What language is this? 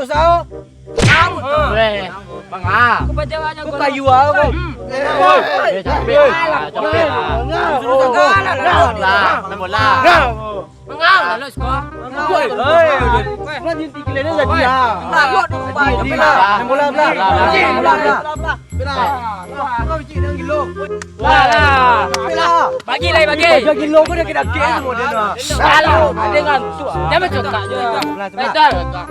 Minangkabau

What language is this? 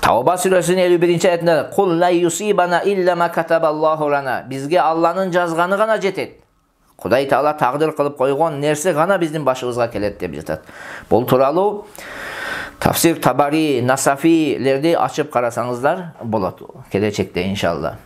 Kyrgyz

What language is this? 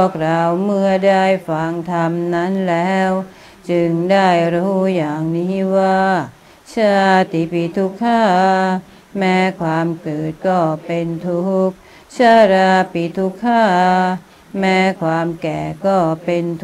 Thai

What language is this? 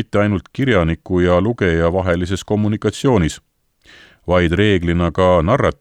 Estonian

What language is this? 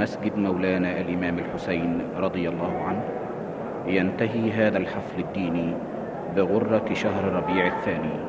Arabic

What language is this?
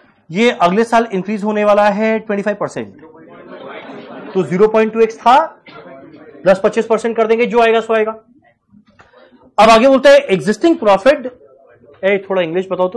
Hindi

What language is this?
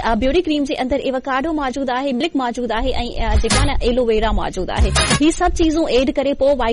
Sindhi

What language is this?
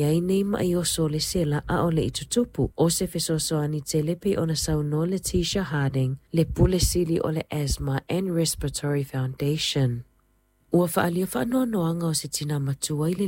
Samoan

